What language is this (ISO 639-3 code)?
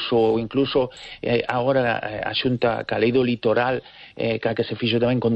glg